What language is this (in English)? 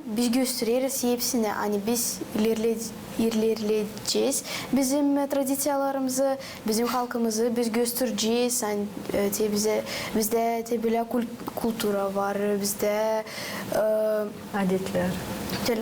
Gagauz